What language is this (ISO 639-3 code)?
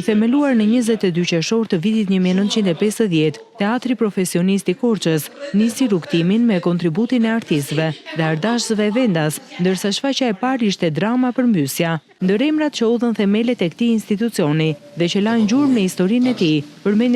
sqi